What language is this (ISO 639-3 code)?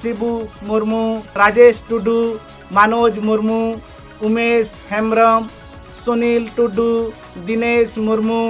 sat